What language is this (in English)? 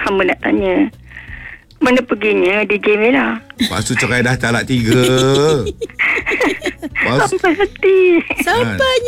Malay